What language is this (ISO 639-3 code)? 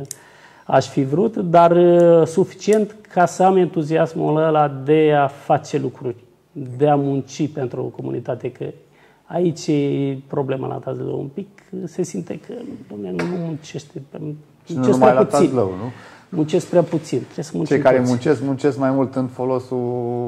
ron